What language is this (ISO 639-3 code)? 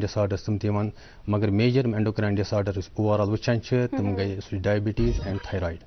kas